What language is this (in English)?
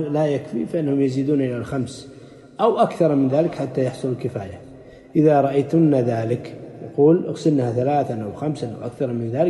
Arabic